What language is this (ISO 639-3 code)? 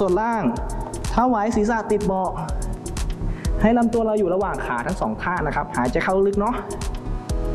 tha